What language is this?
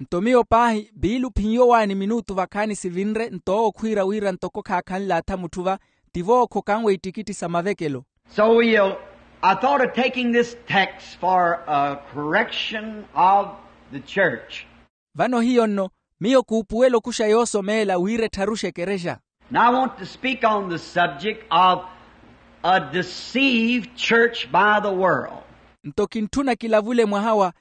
Makhuwa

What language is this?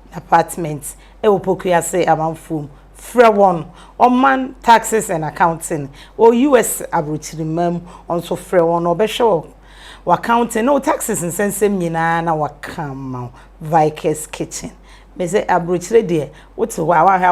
Akan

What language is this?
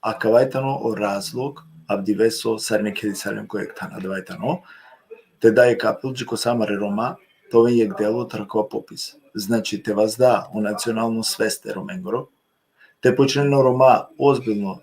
Balkan Romani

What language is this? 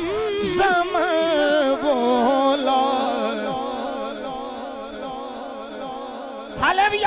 Hindi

